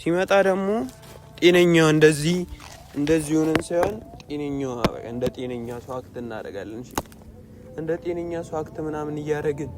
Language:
Amharic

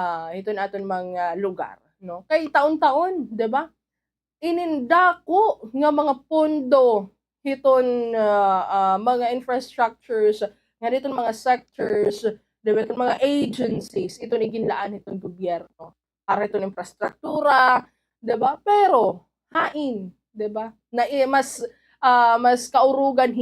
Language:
Waray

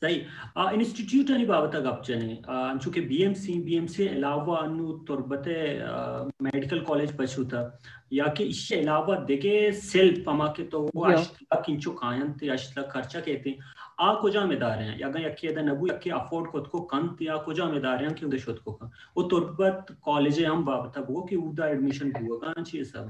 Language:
Baluchi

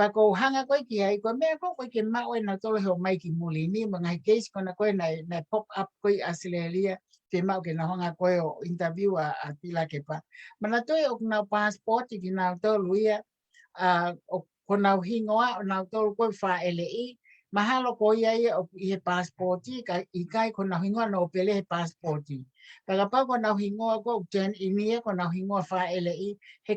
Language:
Tongan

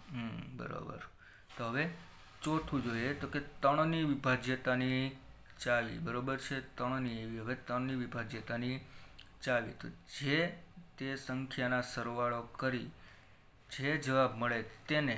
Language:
Gujarati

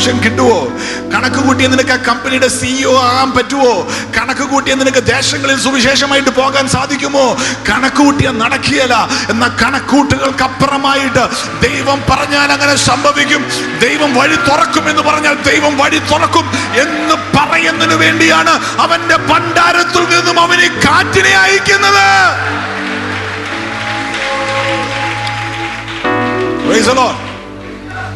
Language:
Malayalam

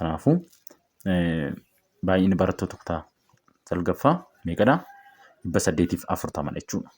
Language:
Oromo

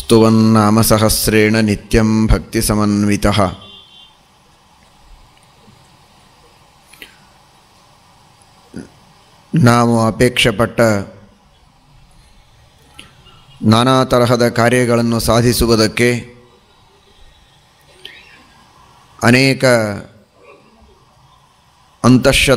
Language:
Kannada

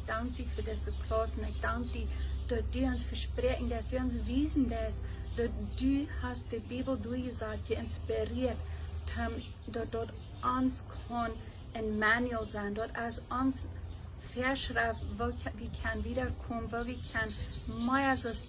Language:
Plautdietsch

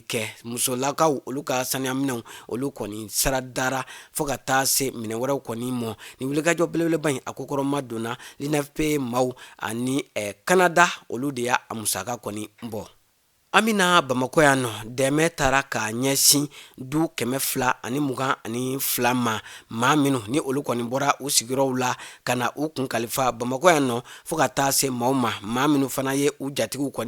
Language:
Bambara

